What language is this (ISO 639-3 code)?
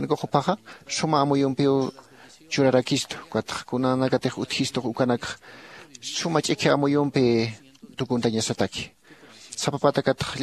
aym